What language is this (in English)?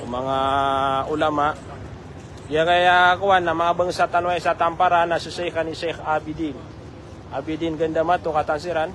Maranao